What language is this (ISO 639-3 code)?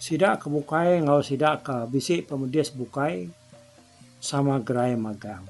iba